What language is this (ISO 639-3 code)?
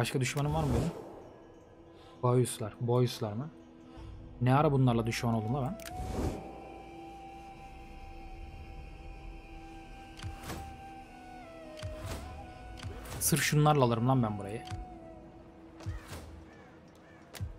tur